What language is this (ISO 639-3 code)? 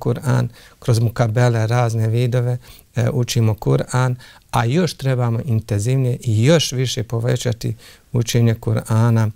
bos